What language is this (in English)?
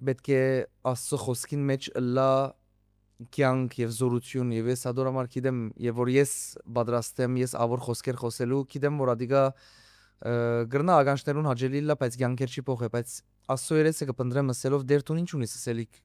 Western Armenian